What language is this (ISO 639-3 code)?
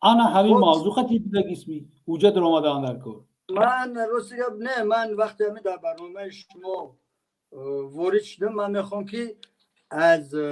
tgk